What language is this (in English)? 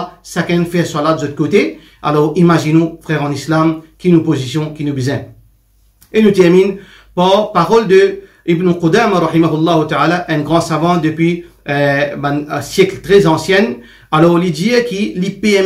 Morisyen